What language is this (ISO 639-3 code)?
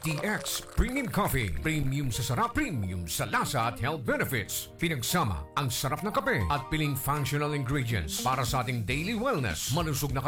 fil